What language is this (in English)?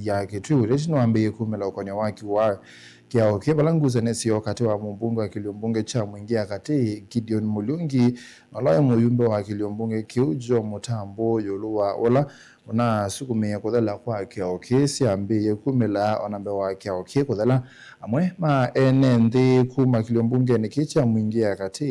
Kamba